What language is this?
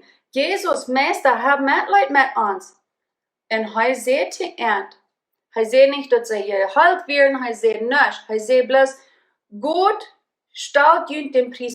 Plautdietsch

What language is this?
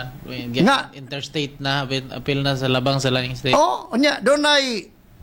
Cebuano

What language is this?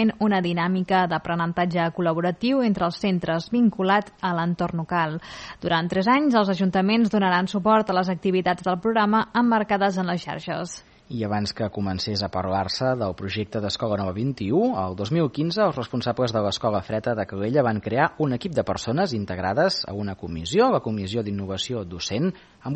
Catalan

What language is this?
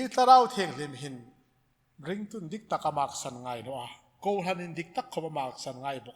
Hmar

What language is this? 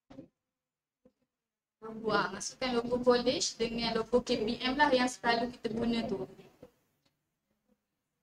Malay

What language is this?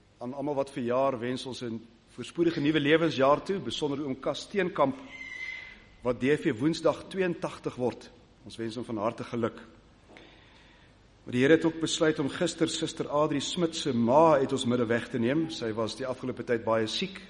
Afrikaans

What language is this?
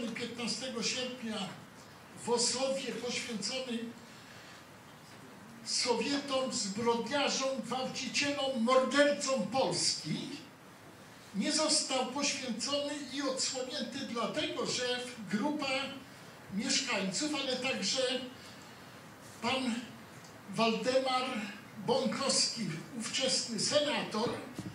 Polish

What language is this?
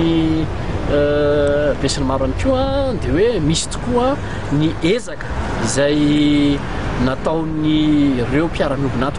Malagasy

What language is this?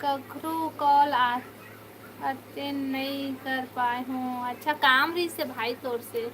Chhattisgarhi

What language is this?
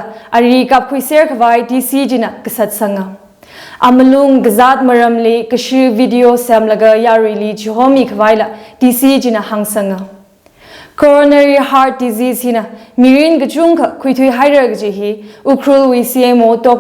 Tangkhul Naga (India)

